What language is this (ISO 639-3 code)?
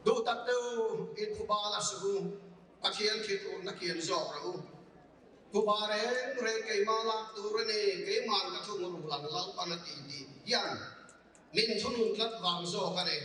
lus